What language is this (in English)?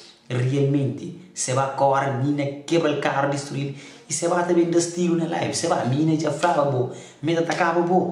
Kabuverdianu